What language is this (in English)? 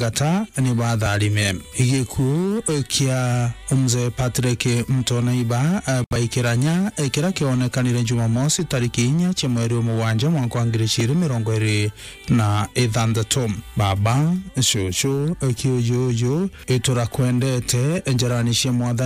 Meru